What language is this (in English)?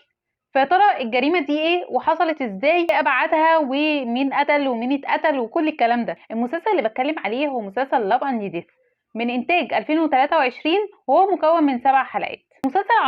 Egyptian Arabic